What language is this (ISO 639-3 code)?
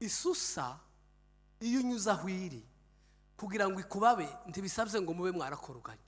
kin